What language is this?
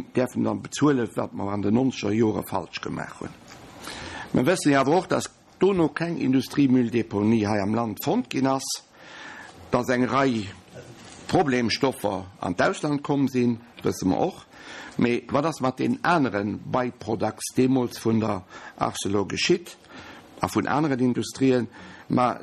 Luxembourgish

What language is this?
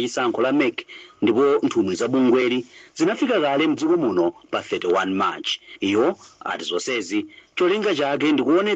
Nyanja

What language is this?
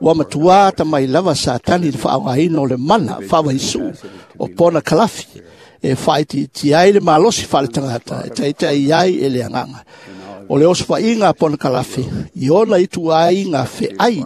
Samoan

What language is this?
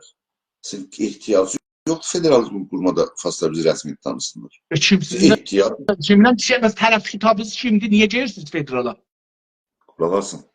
South Azerbaijani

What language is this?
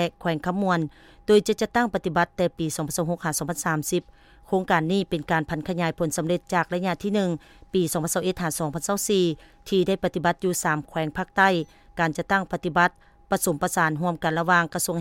Lao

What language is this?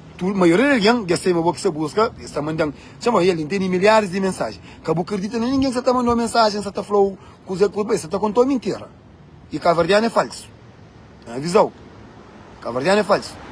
Kabuverdianu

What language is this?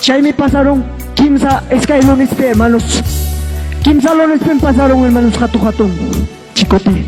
Ayacucho Quechua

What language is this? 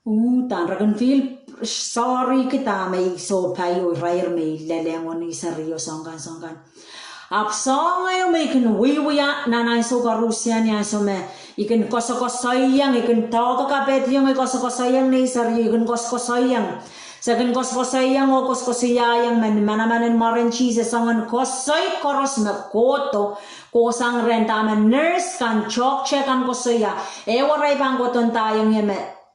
Pohnpeian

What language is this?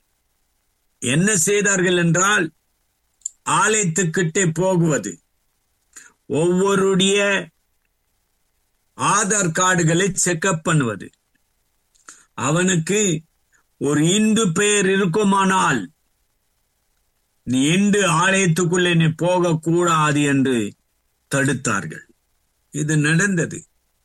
Tamil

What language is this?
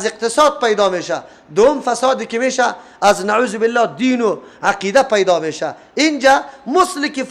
Persian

